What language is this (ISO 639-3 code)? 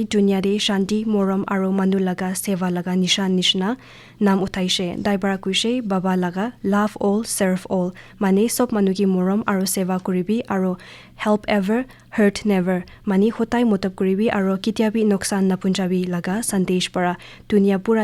nag